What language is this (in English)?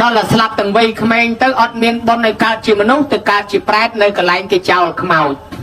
Khmer